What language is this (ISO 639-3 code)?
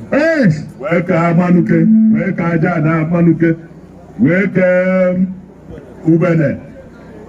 ibo